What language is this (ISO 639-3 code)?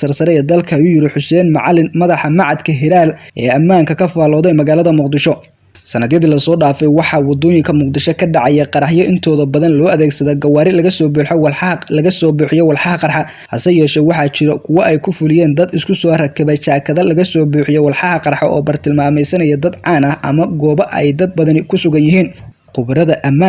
som